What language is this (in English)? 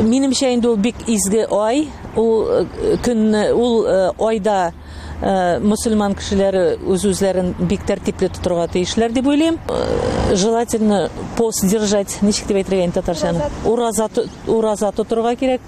Tatar